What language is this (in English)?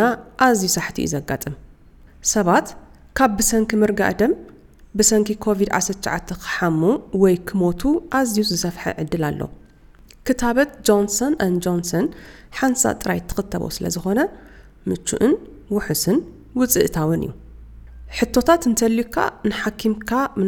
Tigrinya